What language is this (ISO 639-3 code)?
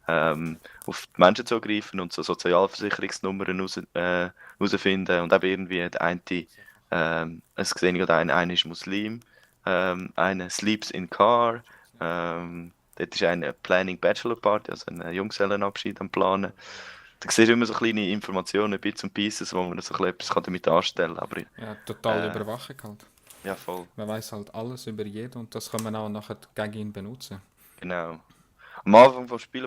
gsw